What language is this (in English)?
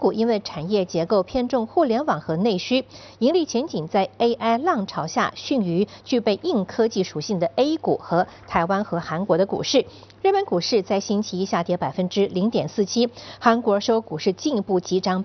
Chinese